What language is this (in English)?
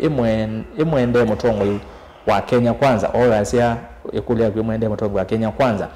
Kamba